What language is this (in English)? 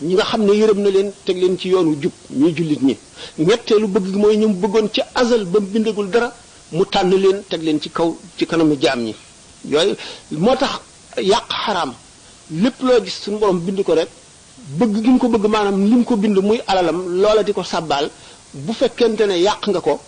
Wolof